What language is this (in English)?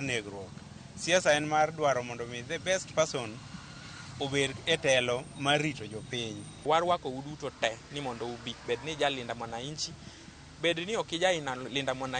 Luo (Kenya and Tanzania)